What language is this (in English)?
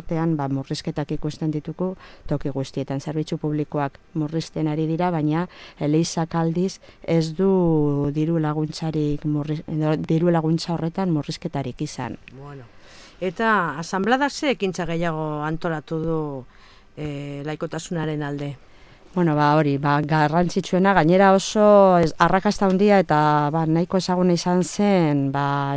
Basque